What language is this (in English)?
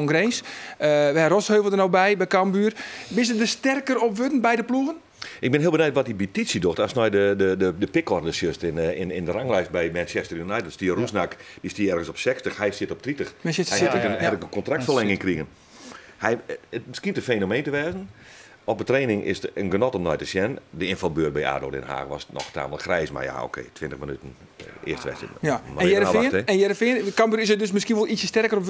Western Frisian